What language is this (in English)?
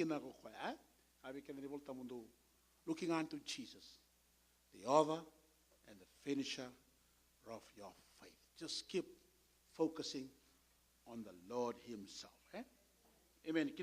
Fijian